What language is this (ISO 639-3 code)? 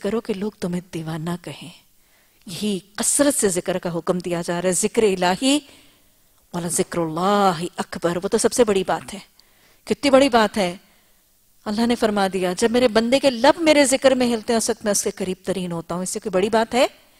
urd